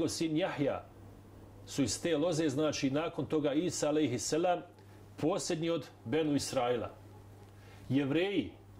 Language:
Bosnian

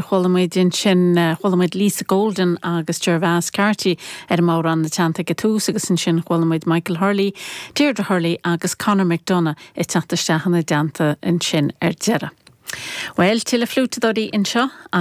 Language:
Irish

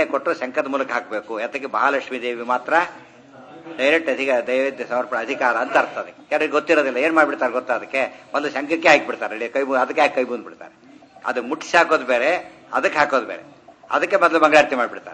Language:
Kannada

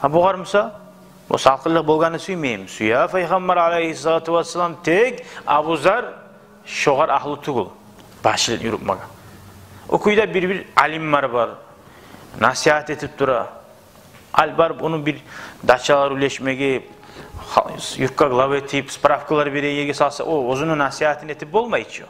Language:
Kumyk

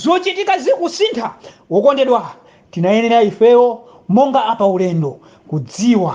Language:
Nyanja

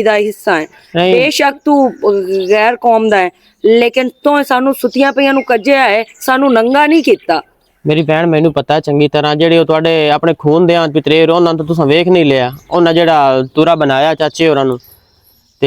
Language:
Western Panjabi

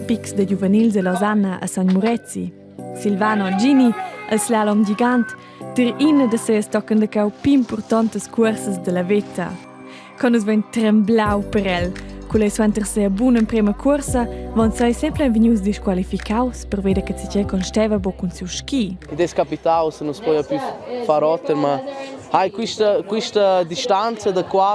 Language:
Romansh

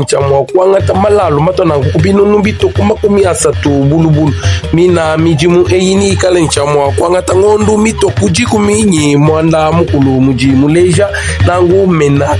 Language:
Luba-Lulua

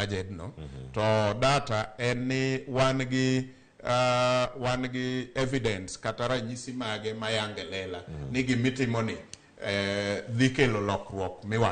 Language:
Luo (Kenya and Tanzania)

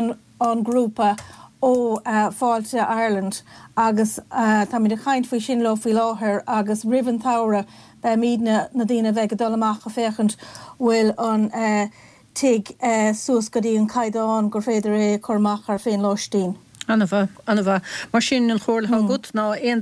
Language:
Irish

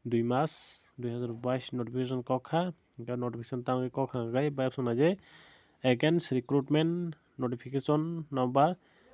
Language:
Kok Borok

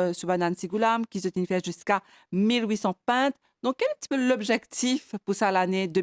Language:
Morisyen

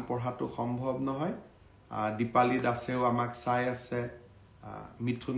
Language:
Assamese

